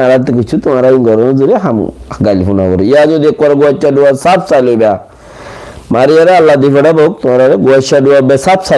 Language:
Rohingya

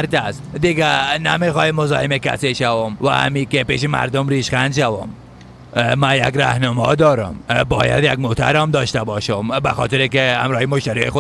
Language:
Persian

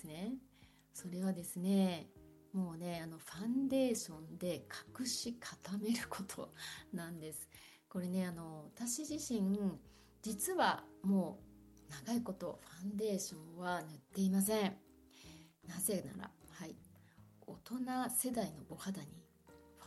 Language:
Japanese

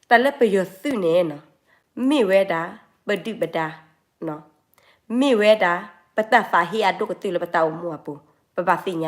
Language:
S'gaw Karen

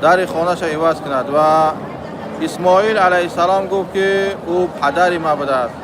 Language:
Tajik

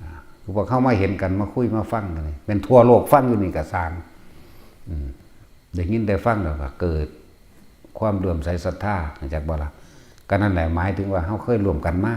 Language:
Northeastern Thai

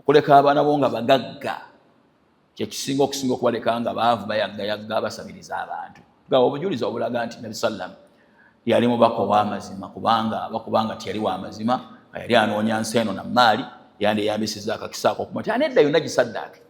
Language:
Ganda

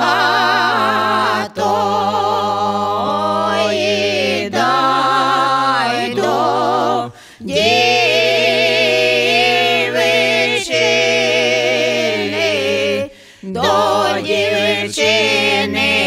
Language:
Ukrainian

